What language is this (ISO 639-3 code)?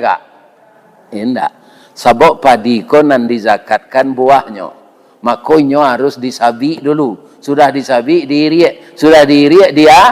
min